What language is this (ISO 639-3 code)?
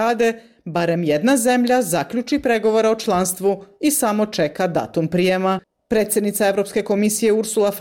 bos